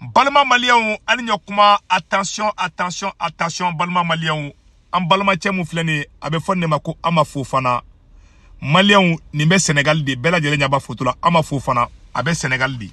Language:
Bambara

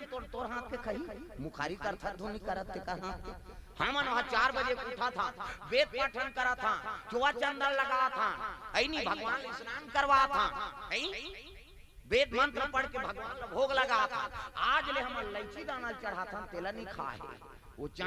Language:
Chhattisgarhi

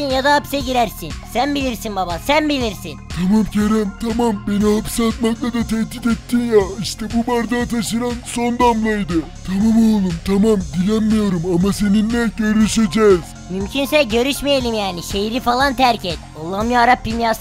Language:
Turkish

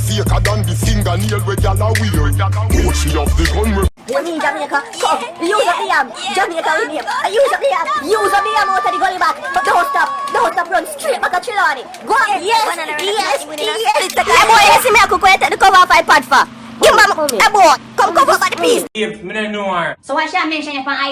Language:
Jamaican Creole English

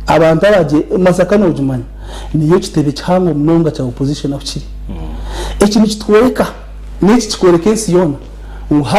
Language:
Nyankole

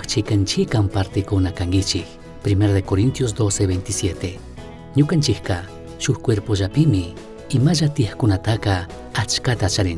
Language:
Chimborazo Highland Quichua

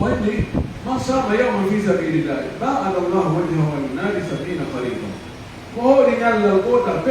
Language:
Pular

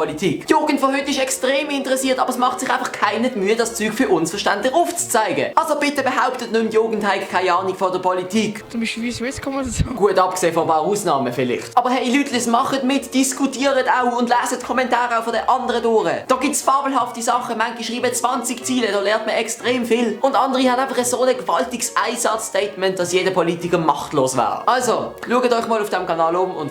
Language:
Swiss German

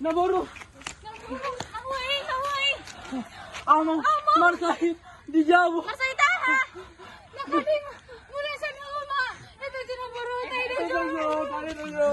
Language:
Batak Toba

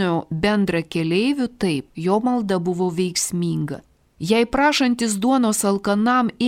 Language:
Lithuanian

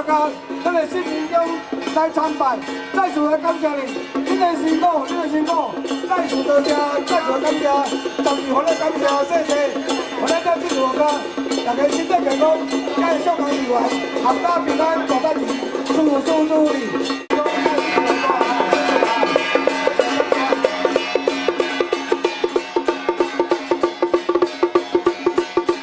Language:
Min Nan Chinese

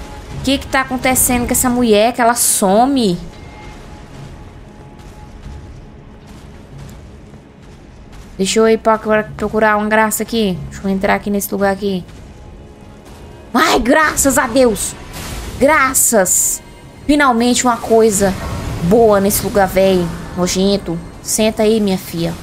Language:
Portuguese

